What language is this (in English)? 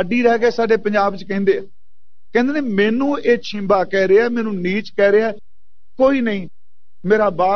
Punjabi